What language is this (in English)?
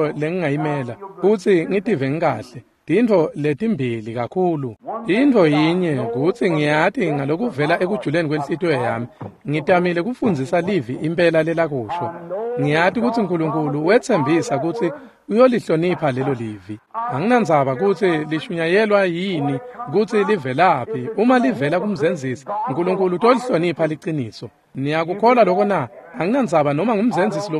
Swati